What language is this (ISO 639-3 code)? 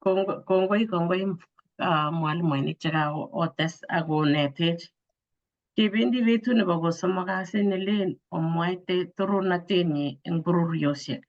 kln